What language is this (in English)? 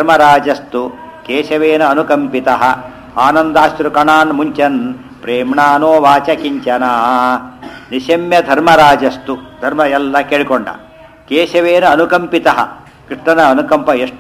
Kannada